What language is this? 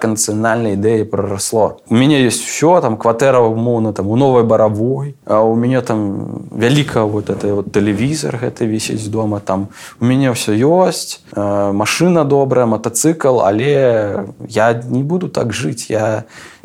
Belarusian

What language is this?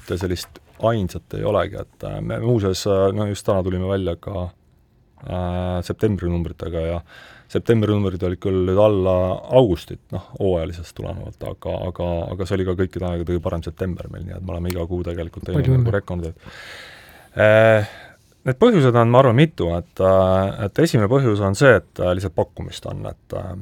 Estonian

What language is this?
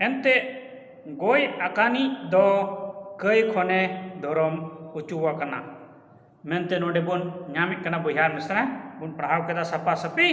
Santali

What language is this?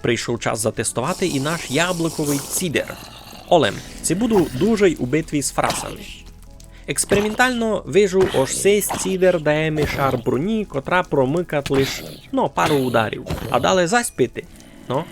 Rusyn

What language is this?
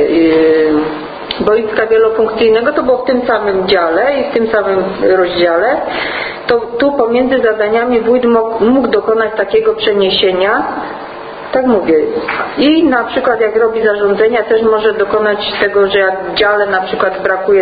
Polish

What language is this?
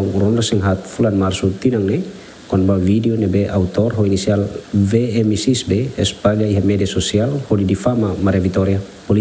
Tetum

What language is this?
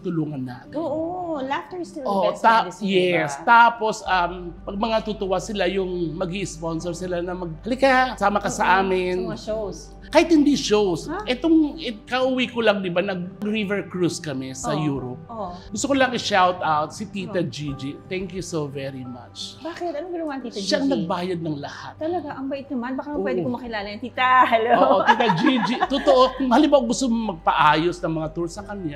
Filipino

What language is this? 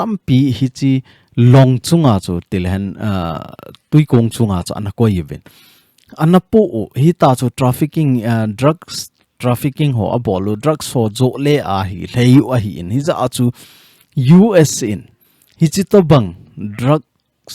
Thado Chin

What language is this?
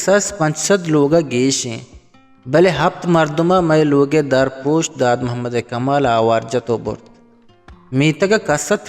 Eastern Balochi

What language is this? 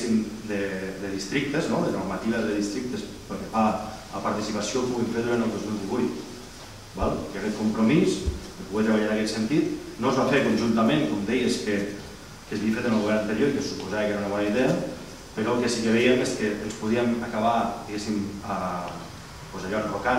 Catalan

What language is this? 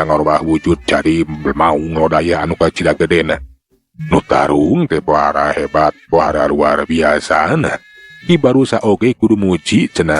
Sundanese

